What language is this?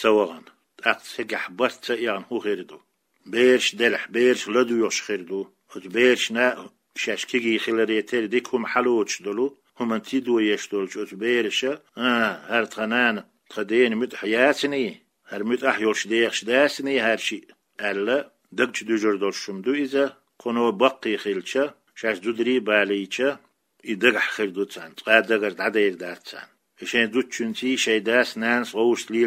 Chechen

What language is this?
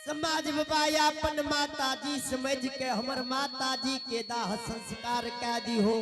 Angika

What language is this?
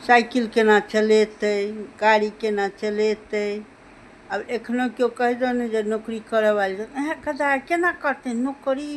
Maithili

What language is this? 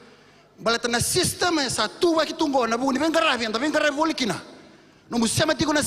Fijian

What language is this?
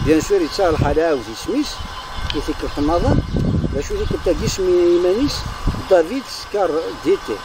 Kabyle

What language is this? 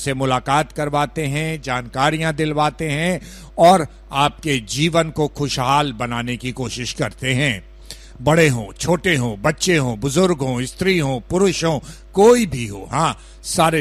Hindi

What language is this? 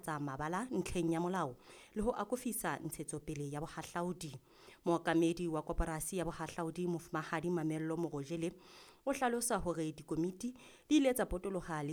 Southern Sotho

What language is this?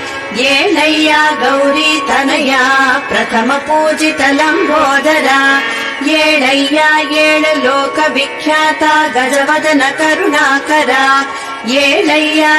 Kannada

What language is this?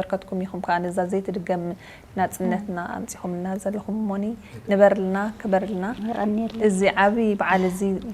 Tigrinya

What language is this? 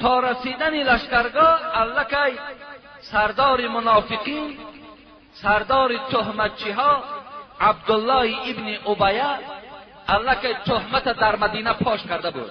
Tajik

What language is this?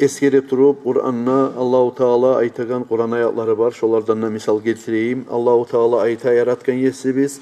Kumyk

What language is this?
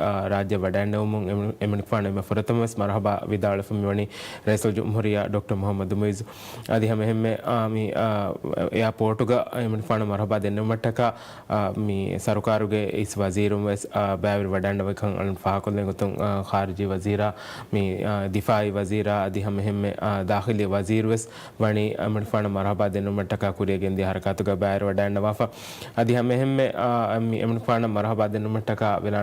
Divehi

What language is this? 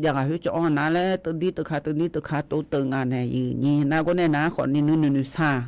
Akha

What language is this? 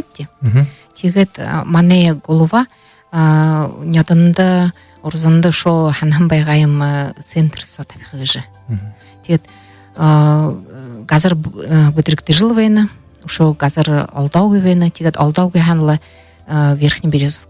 Buriat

